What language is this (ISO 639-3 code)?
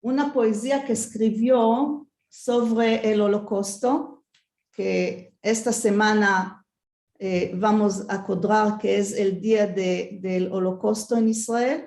lad